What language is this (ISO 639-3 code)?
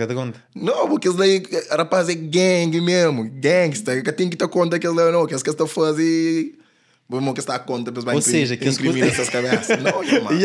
kea